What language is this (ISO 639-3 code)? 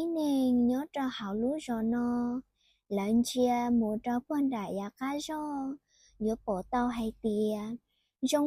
hmn